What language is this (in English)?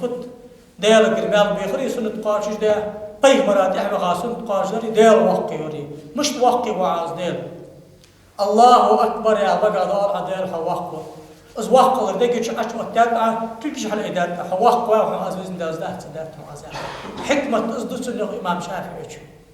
Ingush